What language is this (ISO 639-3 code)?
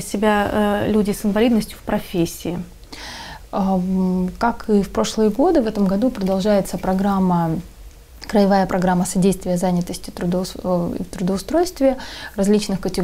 rus